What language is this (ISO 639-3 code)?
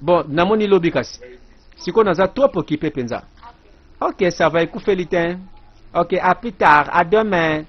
lin